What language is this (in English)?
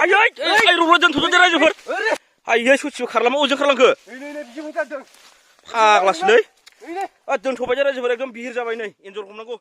Bodo